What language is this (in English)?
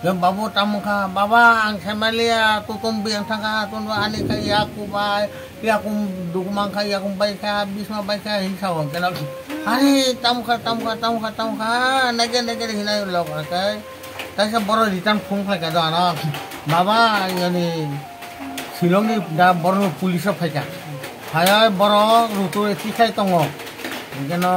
Kok Borok